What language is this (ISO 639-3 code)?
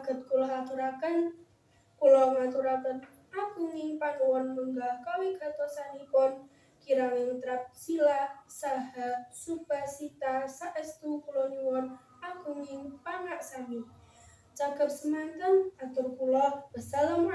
jav